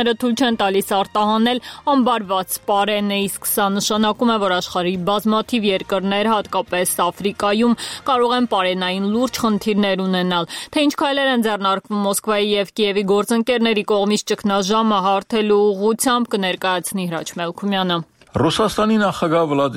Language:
Armenian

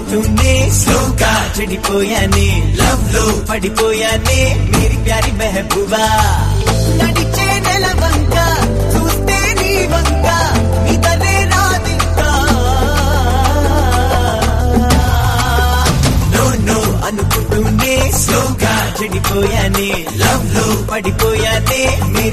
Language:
Telugu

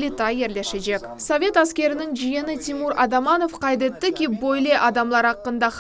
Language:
Crimean Tatar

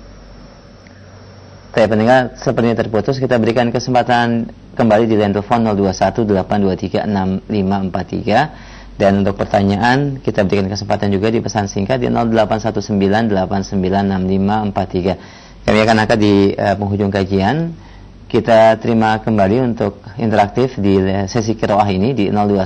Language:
Indonesian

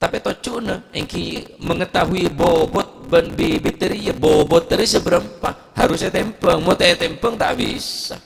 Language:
Madurese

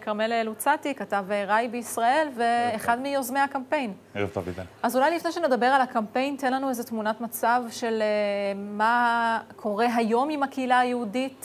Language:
Hebrew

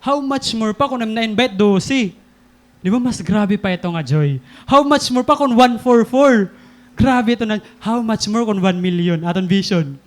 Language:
Waray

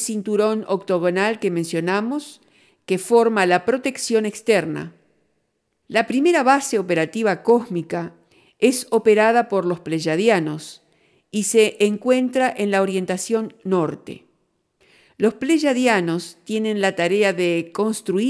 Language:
Spanish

